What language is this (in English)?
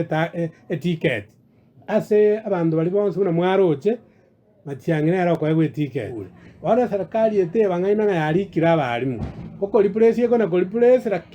Gusii